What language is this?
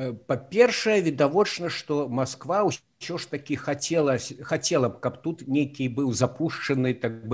Belarusian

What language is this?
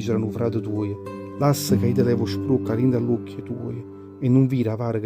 Neapolitan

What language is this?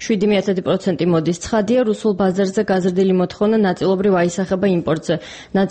Georgian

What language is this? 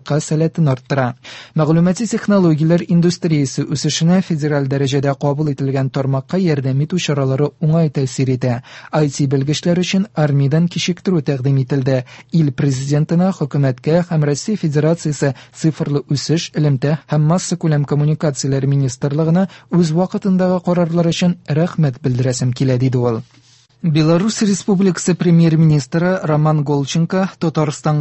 Tatar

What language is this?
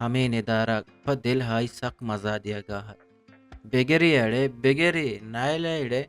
Eastern Balochi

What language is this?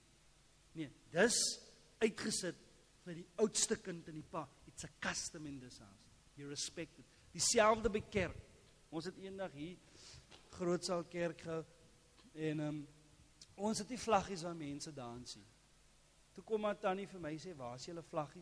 Afrikaans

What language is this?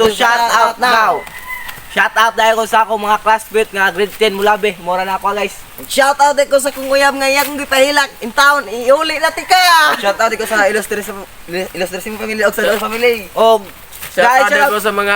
Cebuano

